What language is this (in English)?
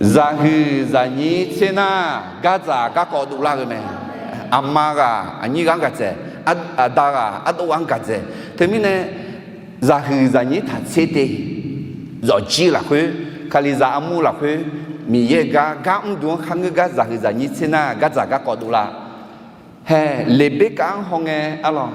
Akha